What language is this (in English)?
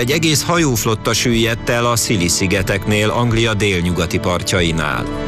Hungarian